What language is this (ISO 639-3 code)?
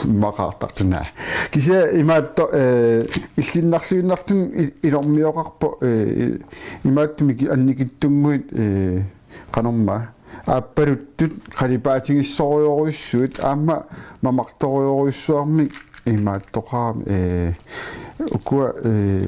kal